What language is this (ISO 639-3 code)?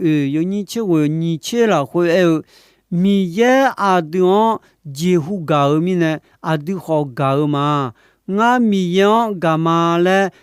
ahk